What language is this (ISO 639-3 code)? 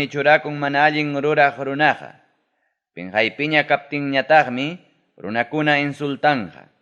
quy